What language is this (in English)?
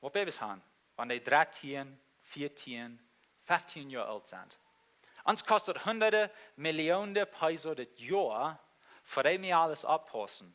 Plautdietsch